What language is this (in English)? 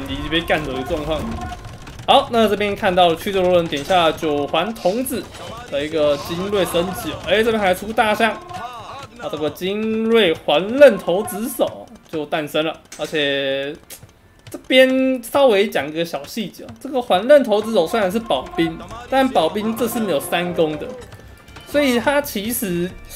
Chinese